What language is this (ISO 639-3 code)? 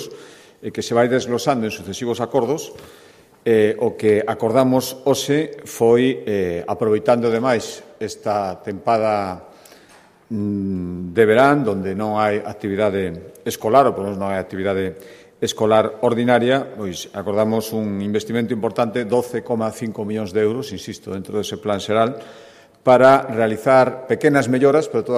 glg